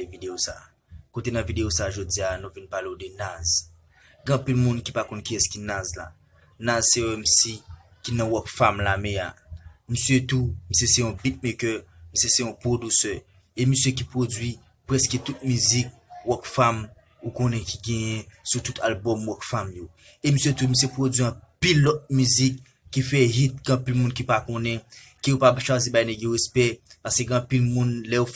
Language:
Haitian Creole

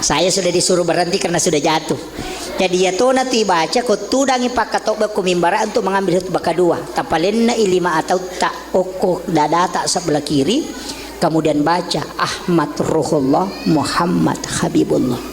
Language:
Buginese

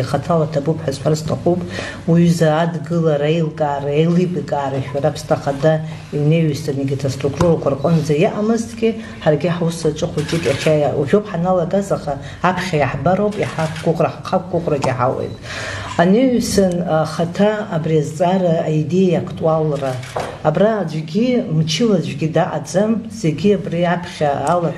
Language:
Abkhazian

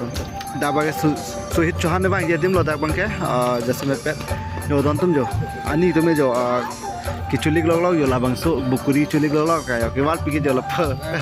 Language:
Karbi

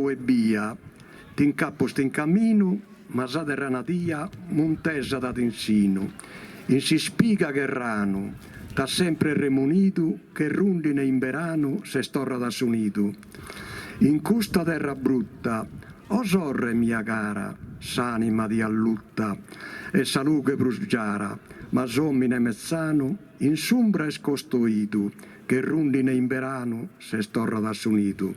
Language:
Sardinian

